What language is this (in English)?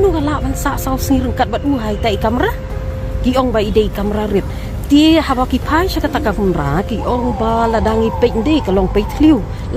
Khasi